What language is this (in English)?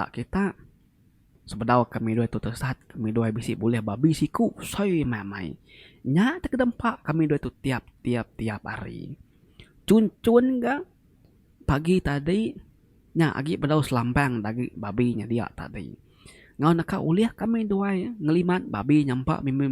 Iban